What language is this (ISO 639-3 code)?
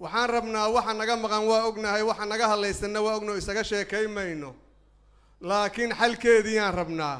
som